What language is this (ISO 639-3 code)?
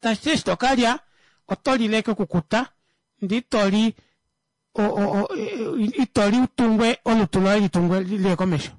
kua